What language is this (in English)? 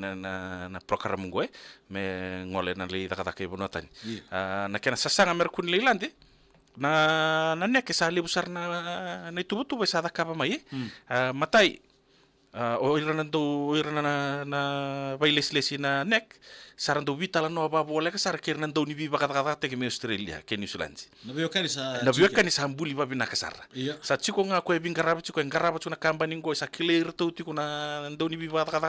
Fijian